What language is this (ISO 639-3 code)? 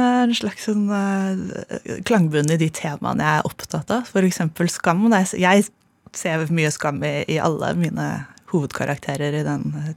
nor